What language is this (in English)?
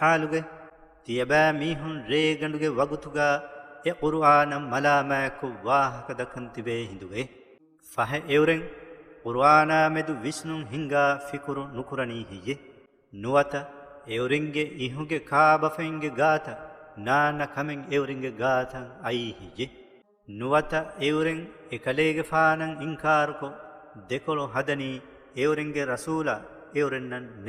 Divehi